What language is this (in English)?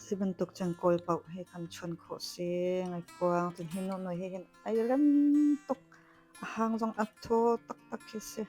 Hakha Chin